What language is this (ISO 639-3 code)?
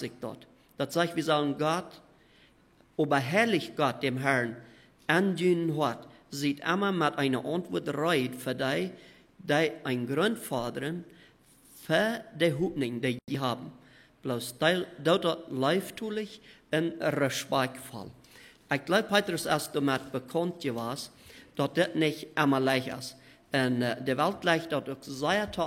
pdt